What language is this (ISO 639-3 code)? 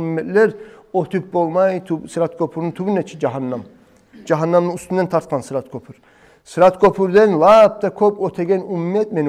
kum